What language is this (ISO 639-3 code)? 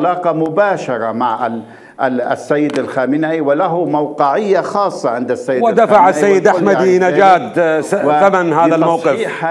acm